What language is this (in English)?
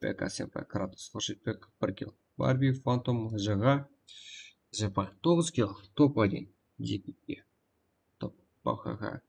Kara-Kalpak